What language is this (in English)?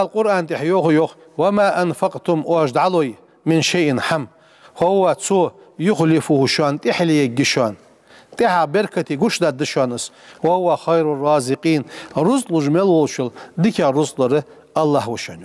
Ingush